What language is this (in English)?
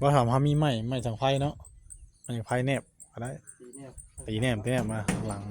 Northeastern Thai